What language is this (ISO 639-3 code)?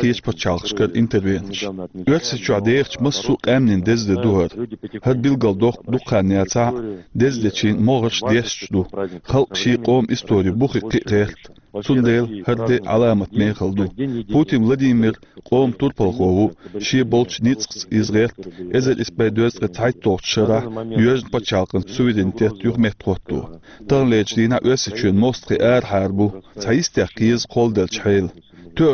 che